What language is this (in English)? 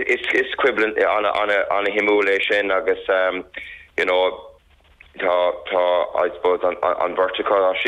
Irish